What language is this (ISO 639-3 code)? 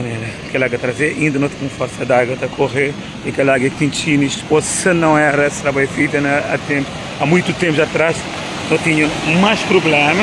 kea